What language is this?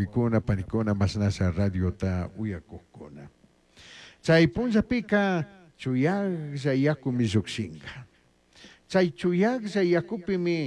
Chimborazo Highland Quichua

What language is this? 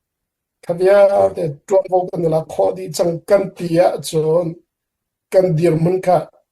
Hakha Chin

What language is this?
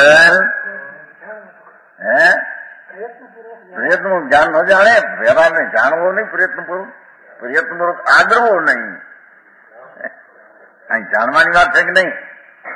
Gujarati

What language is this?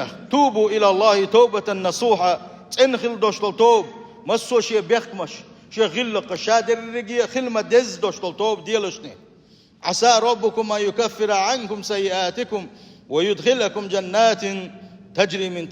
Chechen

